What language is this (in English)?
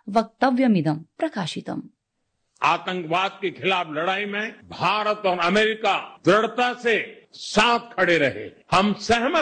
Sanskrit